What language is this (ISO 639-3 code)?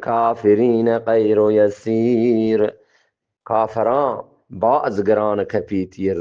bgp